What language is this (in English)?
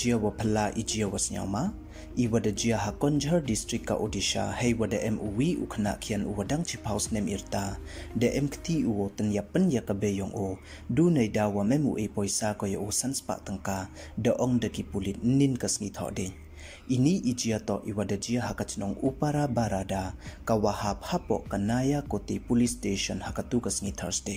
Pnar